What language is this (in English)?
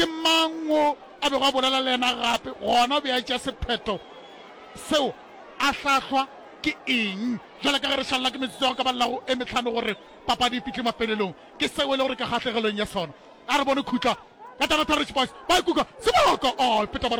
Northern Sotho